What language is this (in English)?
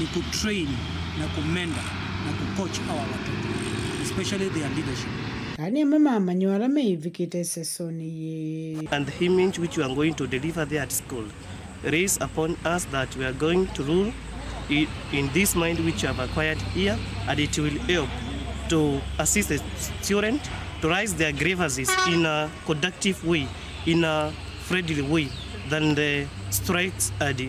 Kamba